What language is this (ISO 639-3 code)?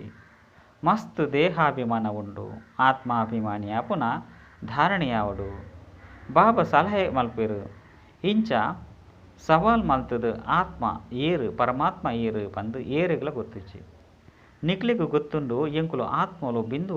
tcy